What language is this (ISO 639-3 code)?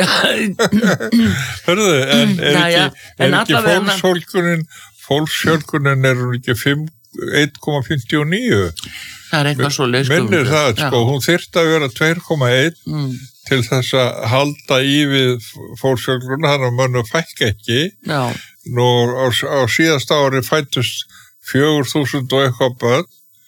isl